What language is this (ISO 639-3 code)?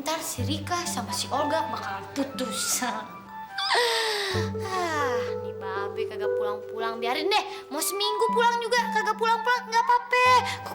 bew